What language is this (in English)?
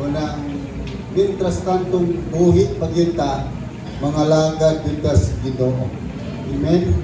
Cebuano